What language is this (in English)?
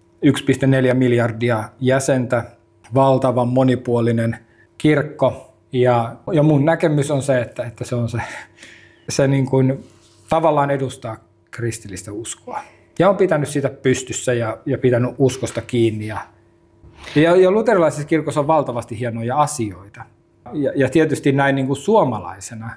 Finnish